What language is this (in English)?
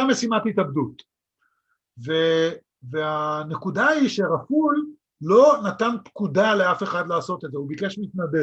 Hebrew